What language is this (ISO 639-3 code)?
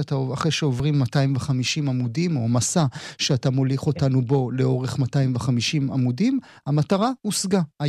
heb